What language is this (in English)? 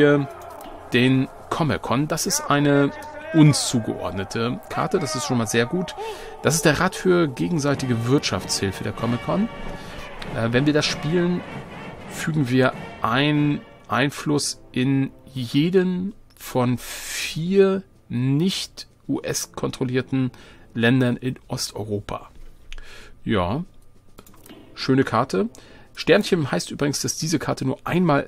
German